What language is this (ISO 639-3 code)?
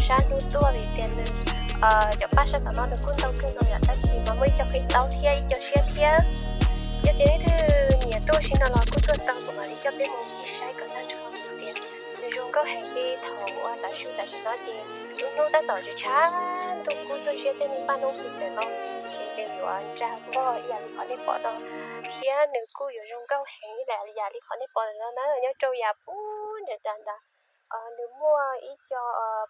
hmn